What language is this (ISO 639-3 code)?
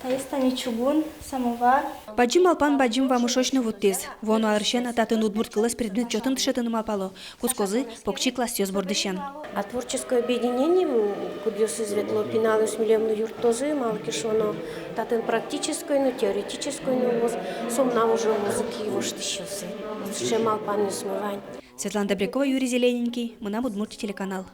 udm